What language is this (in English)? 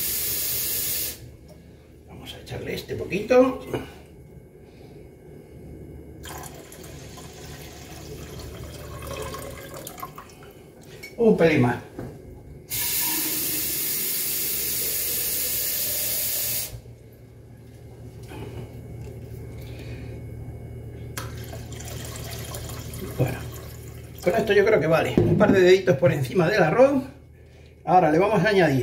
Spanish